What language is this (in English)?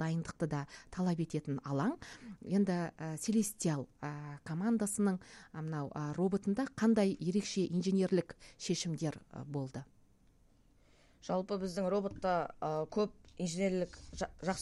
Kazakh